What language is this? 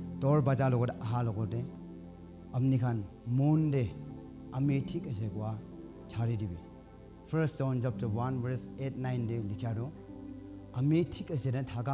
Naga Pidgin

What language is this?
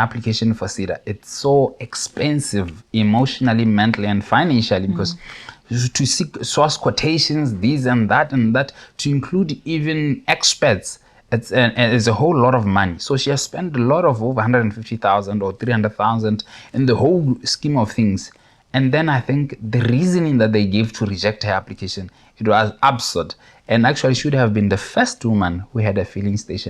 Tswana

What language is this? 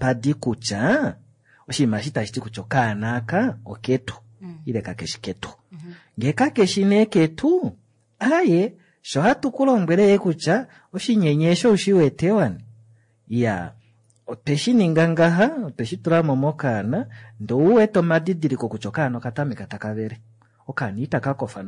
Kuanyama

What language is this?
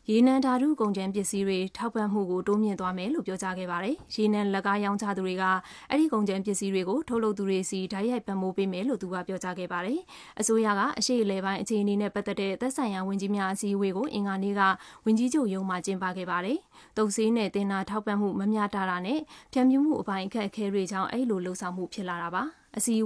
Burmese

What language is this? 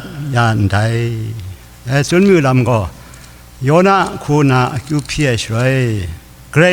Kachin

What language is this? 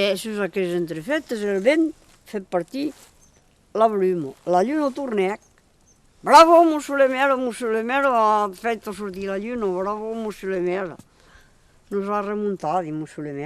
Occitan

